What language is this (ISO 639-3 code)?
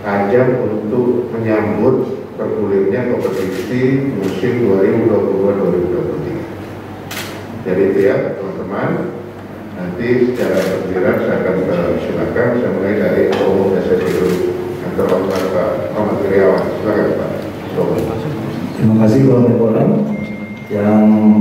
ind